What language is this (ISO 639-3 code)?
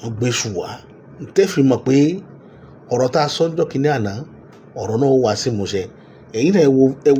yor